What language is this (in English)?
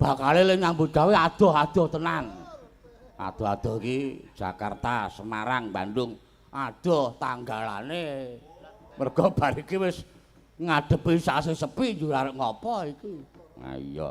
Javanese